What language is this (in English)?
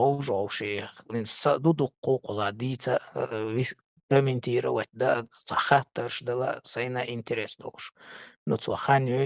Chechen